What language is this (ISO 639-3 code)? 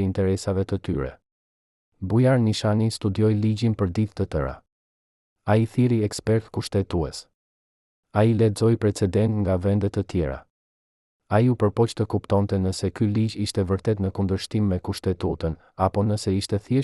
sqi